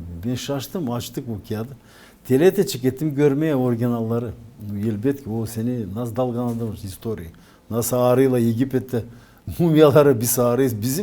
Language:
Gagauz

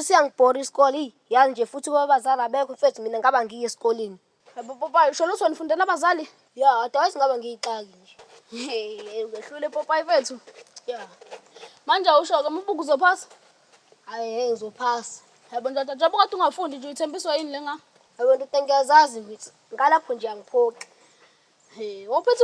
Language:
Zulu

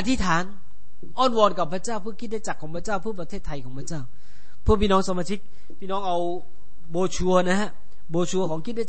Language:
Thai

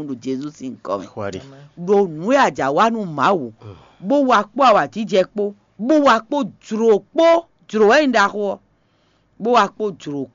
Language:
Fon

